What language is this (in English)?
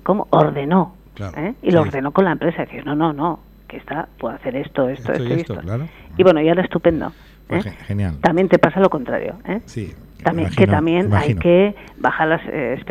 Spanish